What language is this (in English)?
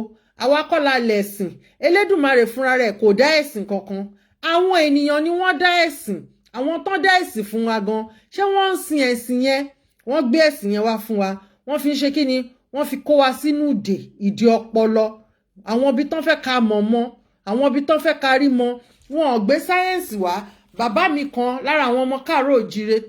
Yoruba